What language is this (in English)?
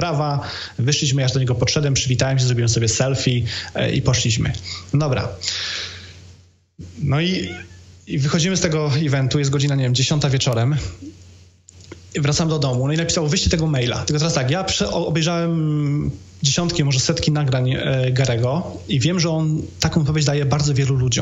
Polish